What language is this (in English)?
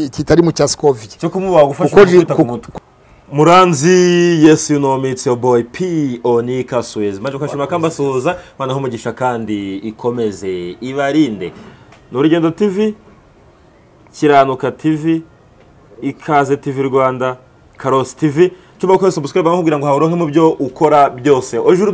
Kinyarwanda